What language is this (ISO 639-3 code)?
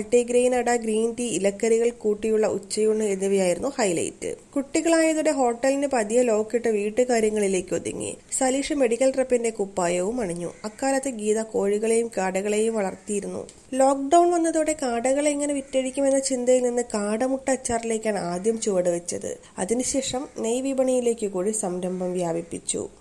mal